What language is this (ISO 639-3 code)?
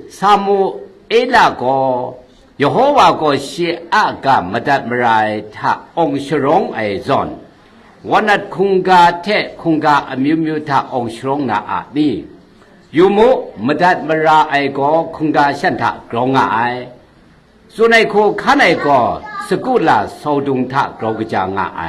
kac